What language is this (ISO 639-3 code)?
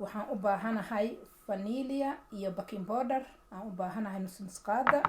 som